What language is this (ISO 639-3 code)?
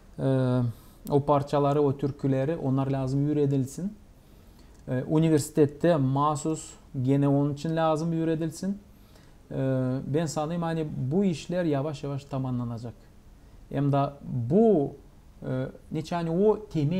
gag